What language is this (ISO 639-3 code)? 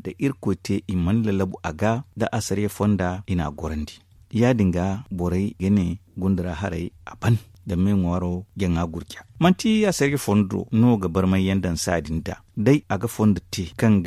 dje